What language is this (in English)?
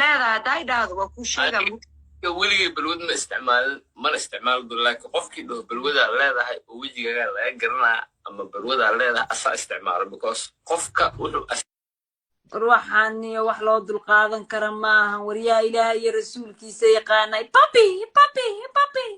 Somali